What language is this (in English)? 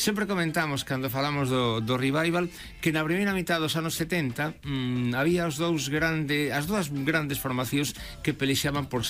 Galician